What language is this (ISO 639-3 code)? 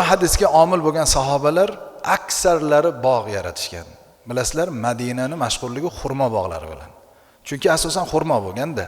uzb